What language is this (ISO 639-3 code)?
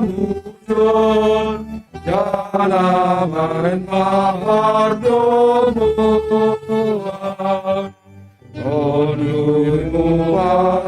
bts